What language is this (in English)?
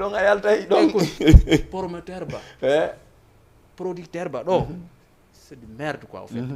Fula